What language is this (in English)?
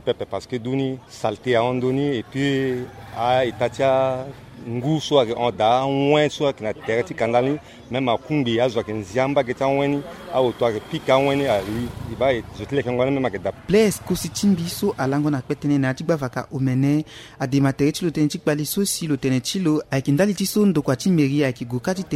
Sango